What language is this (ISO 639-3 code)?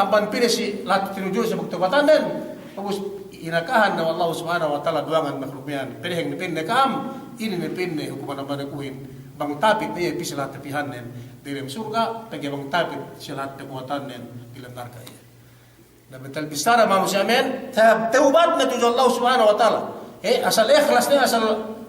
yka